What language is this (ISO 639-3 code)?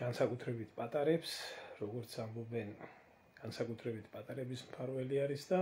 kat